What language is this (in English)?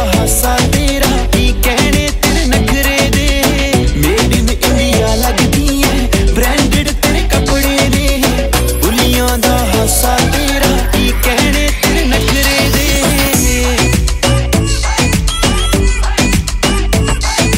Punjabi